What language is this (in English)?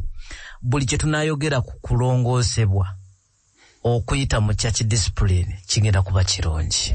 Ganda